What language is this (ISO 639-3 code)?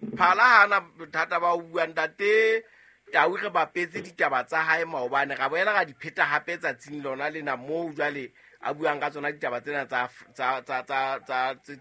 sot